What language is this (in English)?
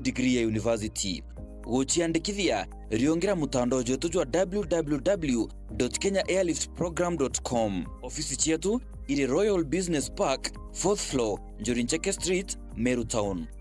Meru